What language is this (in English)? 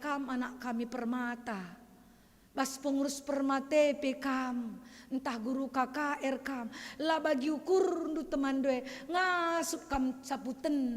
Batak Karo